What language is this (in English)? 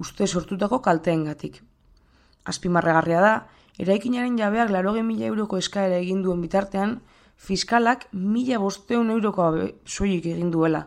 Basque